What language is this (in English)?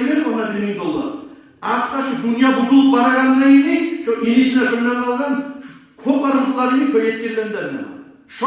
Kumyk